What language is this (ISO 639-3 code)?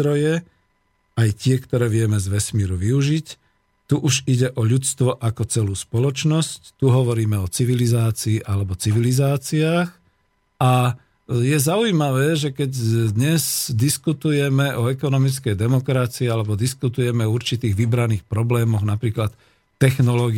slk